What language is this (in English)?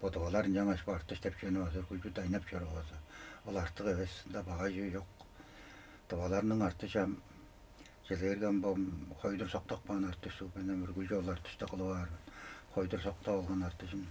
Tuvinian